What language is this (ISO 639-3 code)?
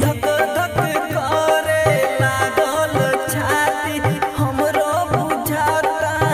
bho